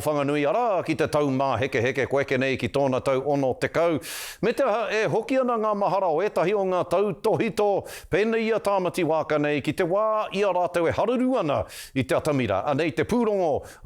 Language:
Māori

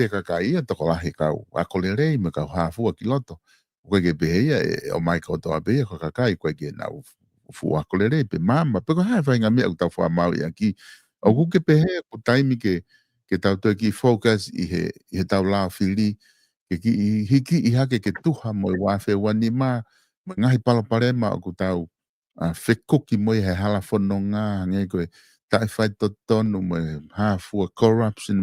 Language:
Tongan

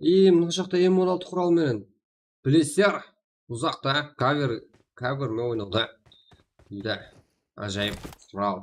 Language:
Kara-Kalpak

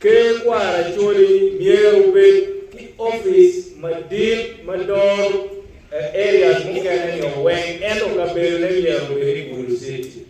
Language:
Acoli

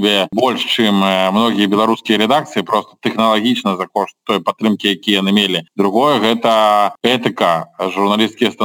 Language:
Belarusian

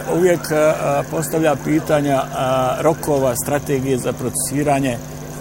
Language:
Bosnian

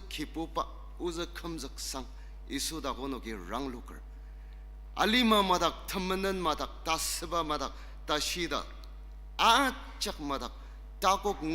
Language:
Ao Naga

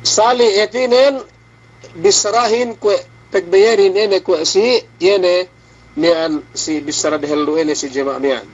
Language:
Yakan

